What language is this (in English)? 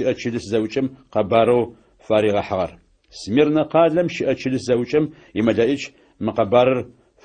Adyghe